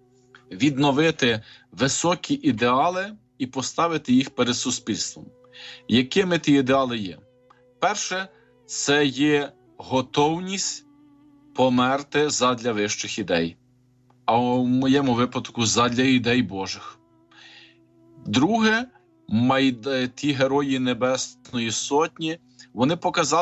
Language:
Ukrainian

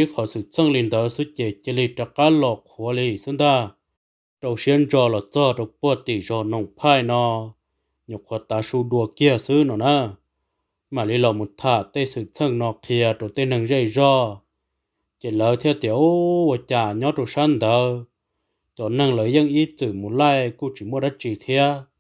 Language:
Hmong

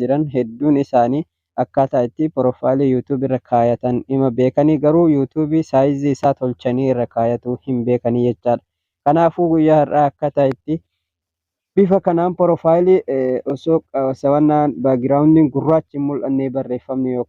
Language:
Oromo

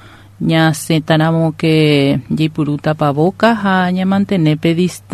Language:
Guarani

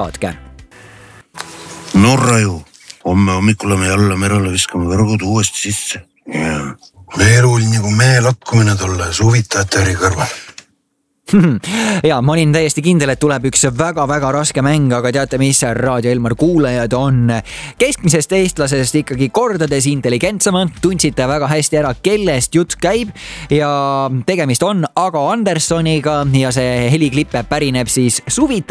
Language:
Estonian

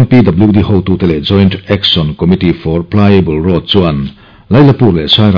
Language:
Mizo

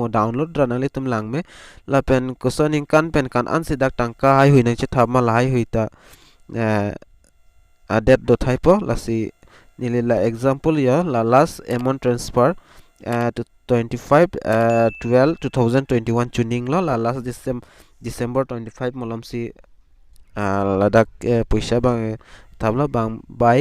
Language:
Karbi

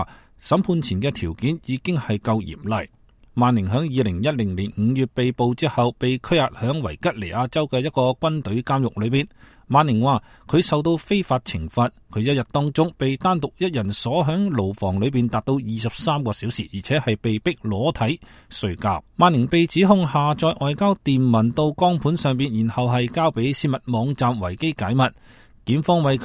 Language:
Cantonese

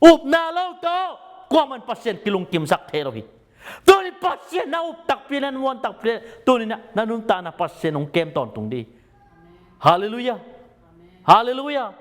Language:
Tedim Chin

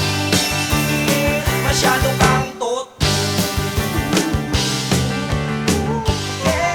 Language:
Filipino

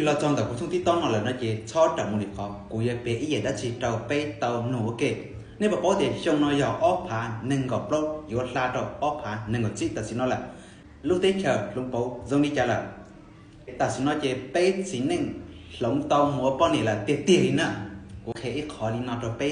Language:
Hmong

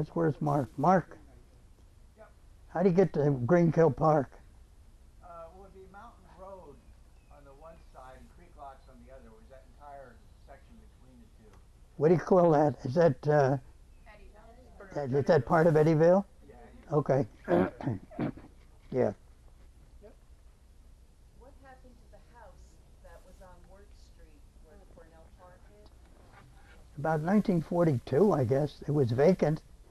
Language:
English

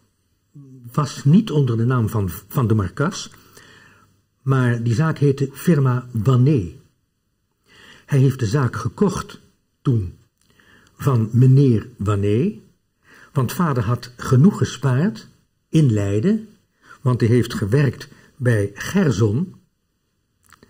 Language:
Dutch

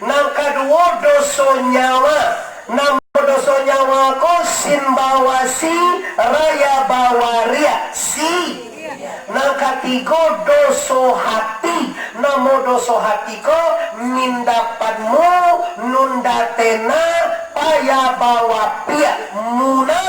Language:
Minangkabau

